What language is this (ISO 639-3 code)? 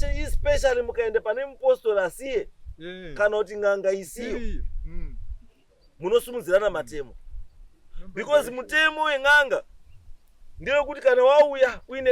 sna